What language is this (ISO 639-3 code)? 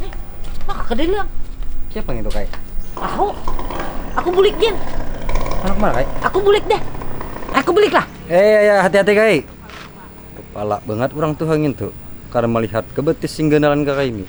bjn